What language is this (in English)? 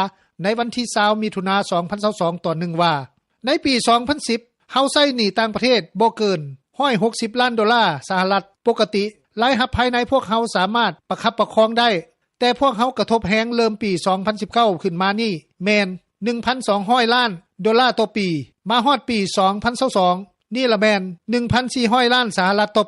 Lao